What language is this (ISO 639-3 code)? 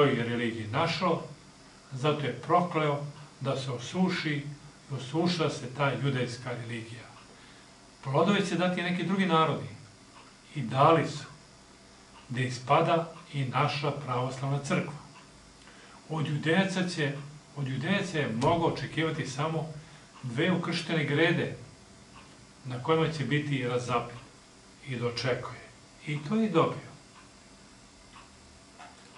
srp